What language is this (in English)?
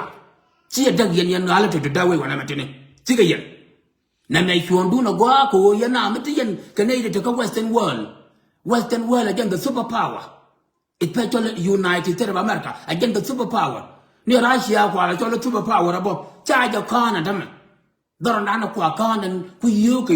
Nuer